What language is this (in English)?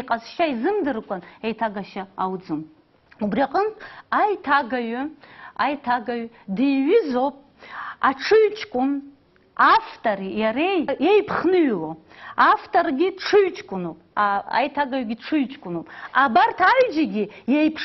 Abkhazian